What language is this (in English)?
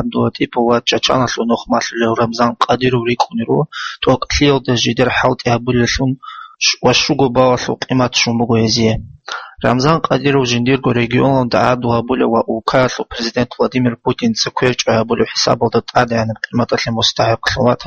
Avaric